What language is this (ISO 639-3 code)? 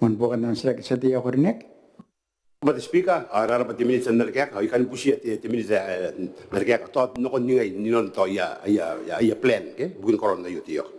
gil